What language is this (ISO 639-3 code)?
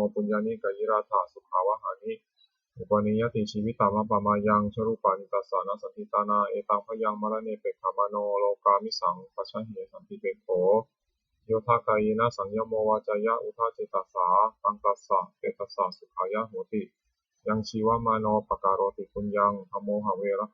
pli